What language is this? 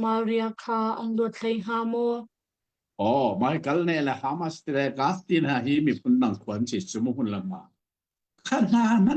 Hakha Chin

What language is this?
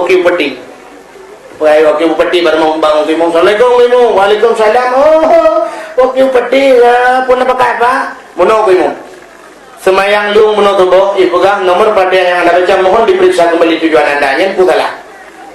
Achinese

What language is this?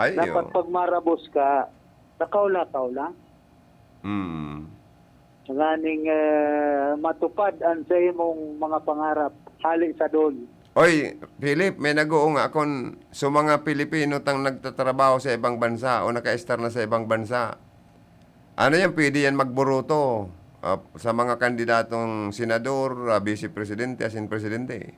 Bikol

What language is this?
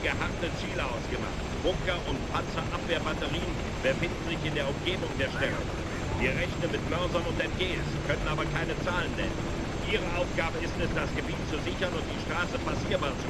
Bavarian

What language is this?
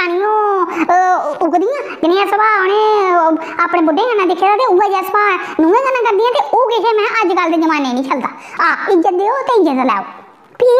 Dogri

